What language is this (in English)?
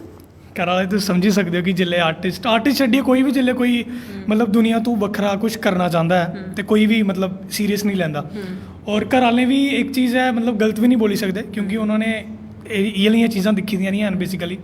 Dogri